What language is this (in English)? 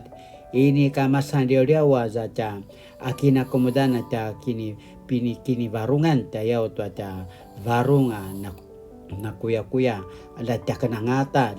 Paiwan